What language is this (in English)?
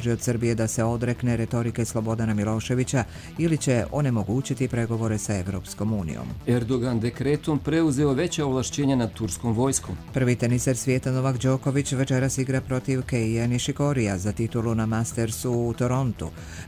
Bosnian